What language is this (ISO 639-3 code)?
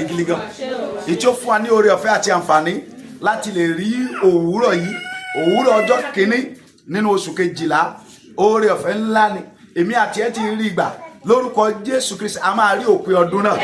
yor